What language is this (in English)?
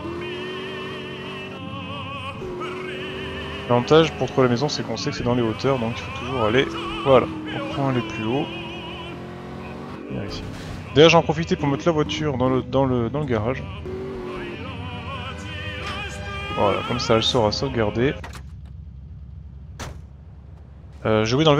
French